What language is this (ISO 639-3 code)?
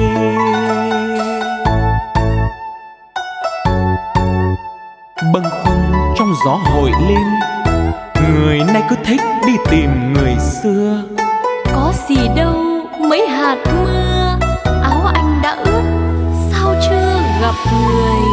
vie